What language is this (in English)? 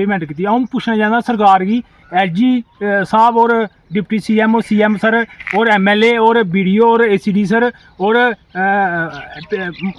Dogri